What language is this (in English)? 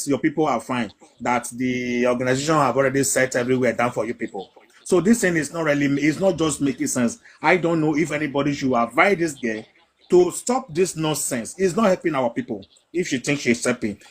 Nigerian Pidgin